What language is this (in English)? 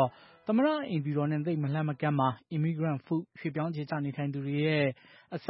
Burmese